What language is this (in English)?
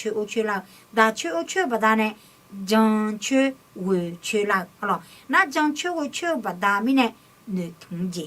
Akha